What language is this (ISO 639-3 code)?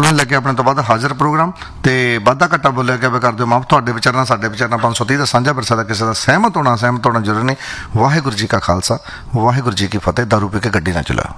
pan